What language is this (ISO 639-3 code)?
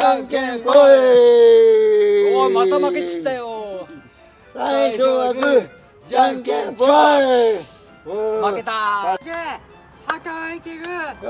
jpn